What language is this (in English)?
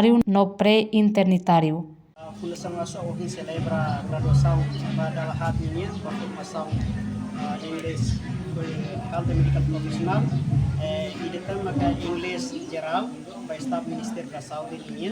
Tetum